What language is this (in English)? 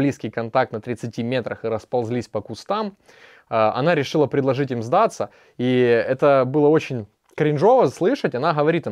Russian